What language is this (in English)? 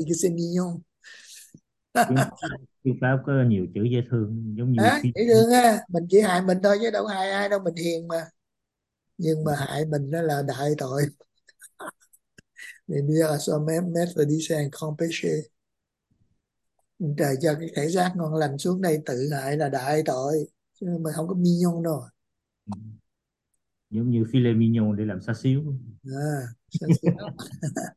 Vietnamese